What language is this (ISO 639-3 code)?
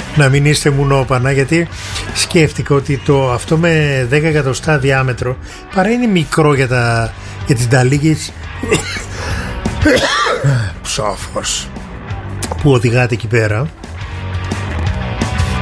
ell